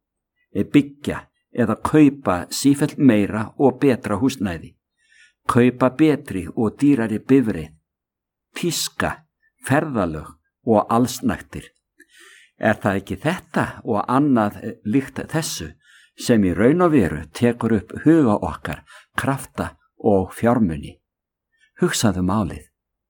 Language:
Icelandic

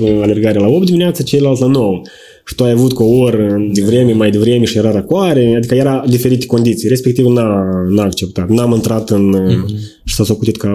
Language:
Romanian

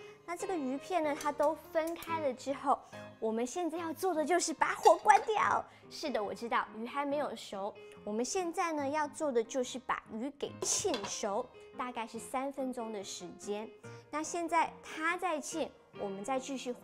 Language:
Chinese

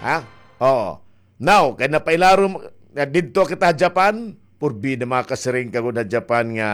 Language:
Waray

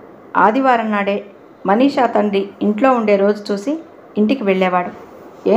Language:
Telugu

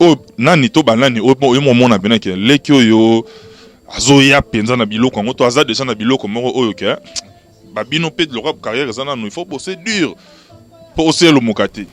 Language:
Lingala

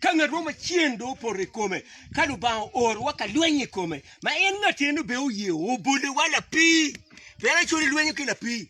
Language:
Acoli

